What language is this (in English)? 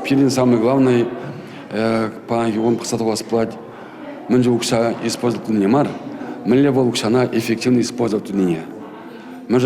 Chuvash